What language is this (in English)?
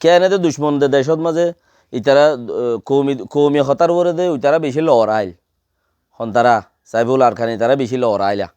Rohingya